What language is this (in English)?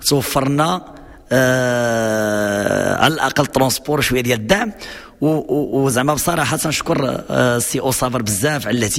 Moroccan Arabic